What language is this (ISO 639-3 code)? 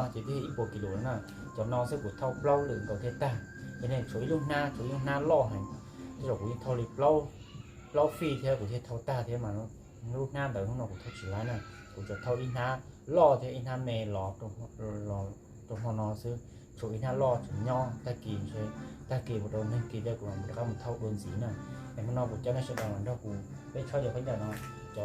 hmn